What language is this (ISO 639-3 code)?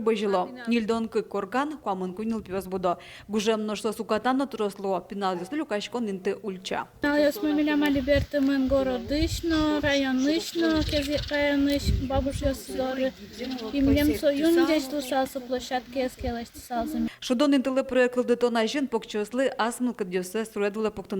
udm